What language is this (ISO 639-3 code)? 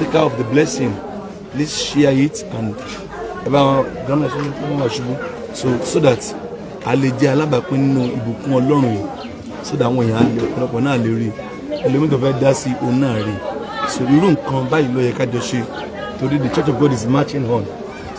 yor